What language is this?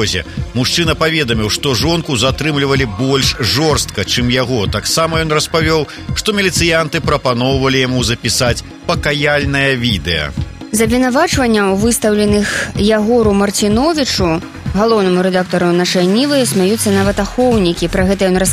Belarusian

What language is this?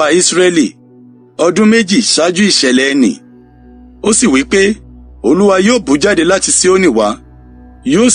Yoruba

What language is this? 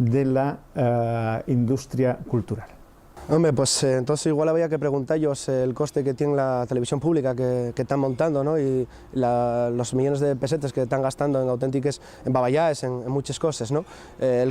Asturian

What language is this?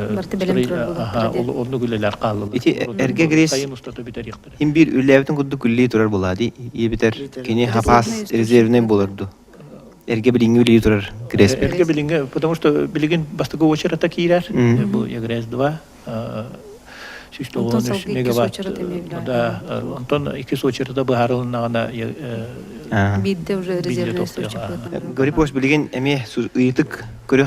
Yakut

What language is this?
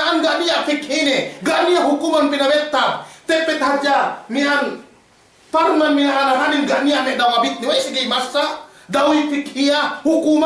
Yakan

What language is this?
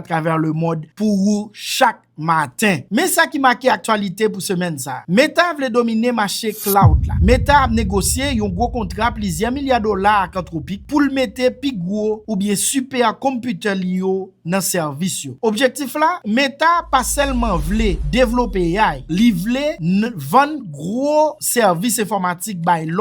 Haitian Creole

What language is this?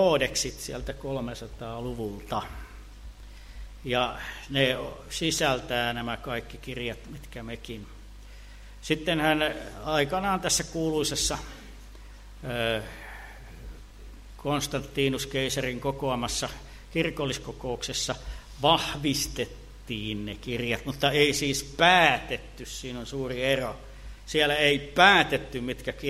Finnish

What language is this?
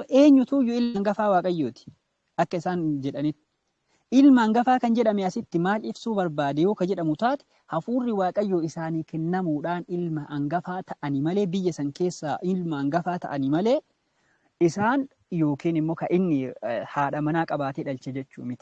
Oromo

